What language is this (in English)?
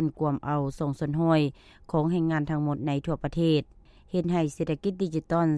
Lao